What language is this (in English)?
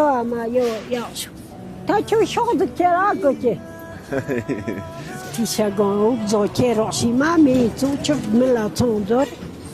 Tibetan